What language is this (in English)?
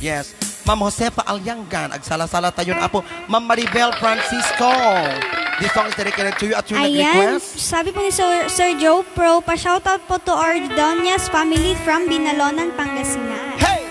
Iloko